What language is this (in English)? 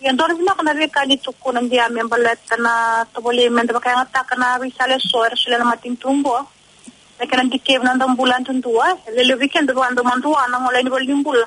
Fijian